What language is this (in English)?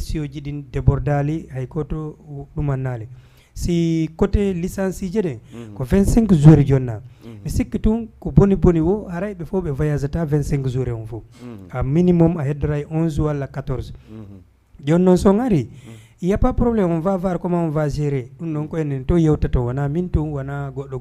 Fula